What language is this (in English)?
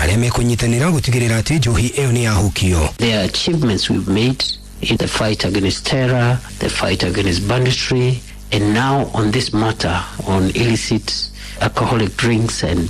Kikuyu